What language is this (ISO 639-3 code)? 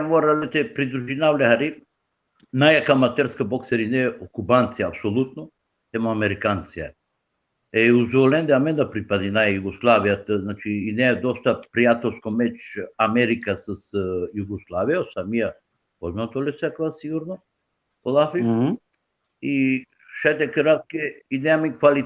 rmn